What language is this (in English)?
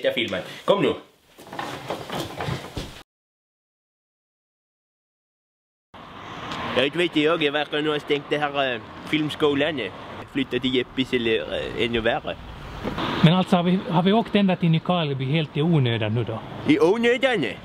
Swedish